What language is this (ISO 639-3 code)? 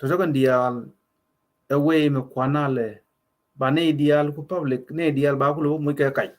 nus